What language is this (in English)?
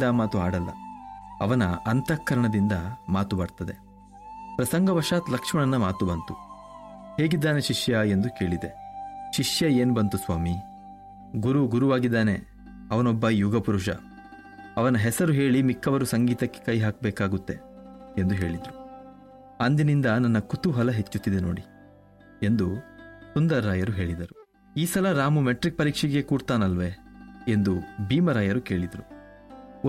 Kannada